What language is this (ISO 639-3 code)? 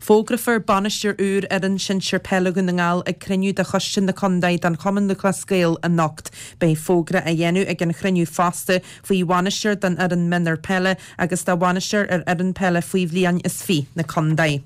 gle